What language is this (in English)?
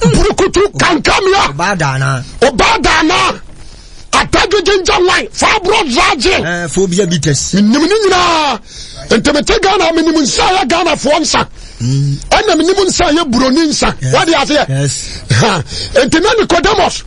Akan